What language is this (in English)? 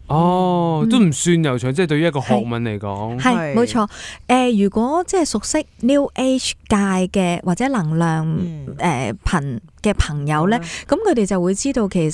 Cantonese